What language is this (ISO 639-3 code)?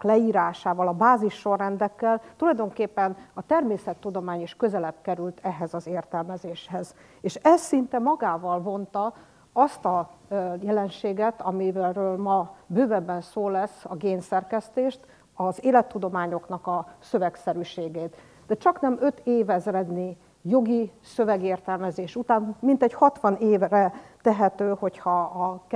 hun